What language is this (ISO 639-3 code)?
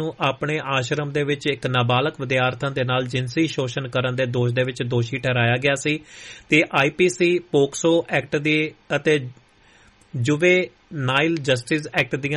pan